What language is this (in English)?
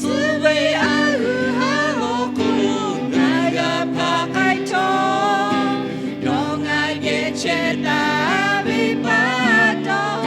Lahu